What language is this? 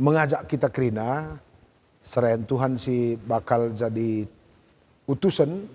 Batak Karo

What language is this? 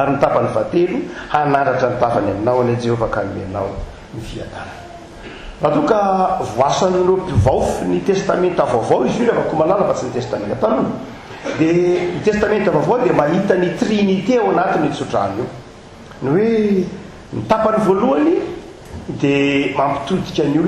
Malagasy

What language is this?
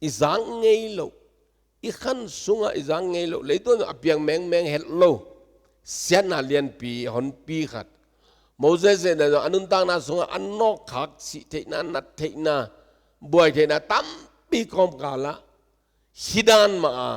Tedim Chin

